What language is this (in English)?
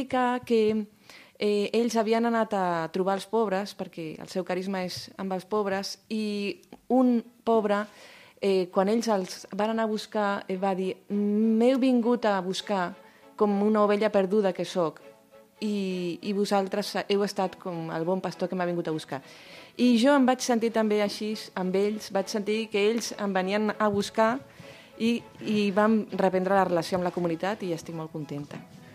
Catalan